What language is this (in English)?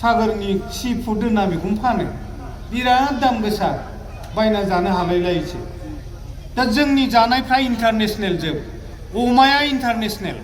Bodo